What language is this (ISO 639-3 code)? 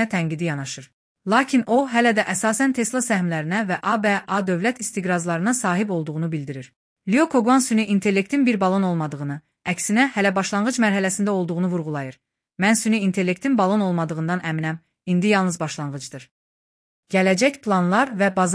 aze